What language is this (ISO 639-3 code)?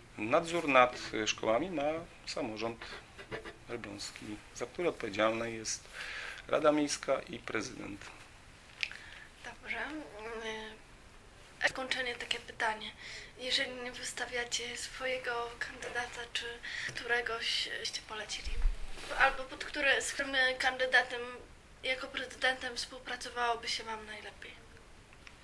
pol